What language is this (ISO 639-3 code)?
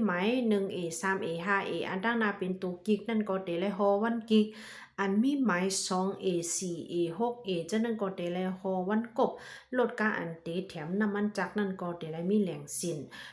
lao